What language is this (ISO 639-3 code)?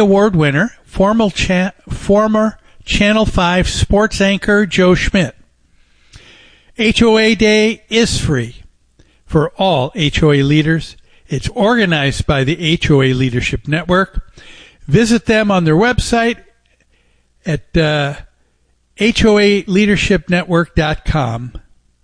eng